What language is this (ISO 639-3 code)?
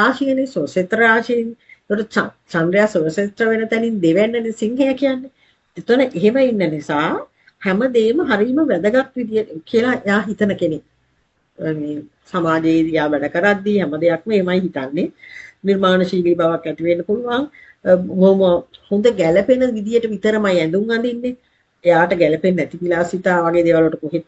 sin